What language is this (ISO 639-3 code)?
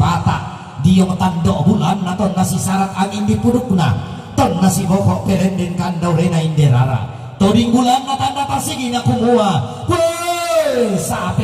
sda